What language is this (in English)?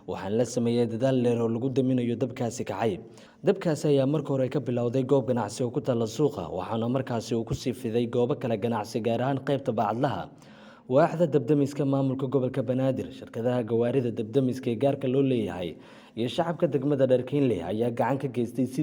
Somali